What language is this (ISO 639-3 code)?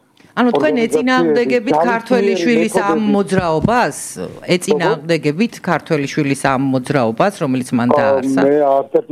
kat